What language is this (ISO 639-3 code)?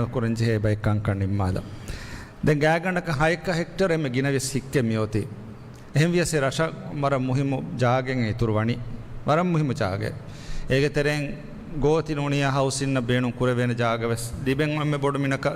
div